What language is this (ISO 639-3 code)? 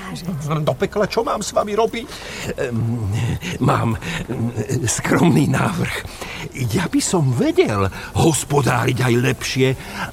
slk